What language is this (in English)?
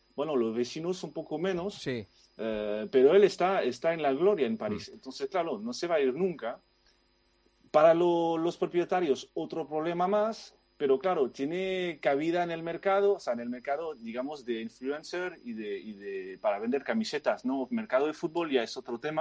Spanish